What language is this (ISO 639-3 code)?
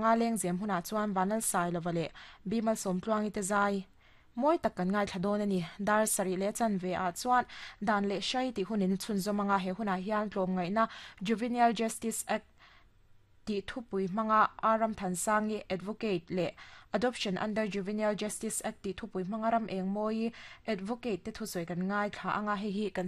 lus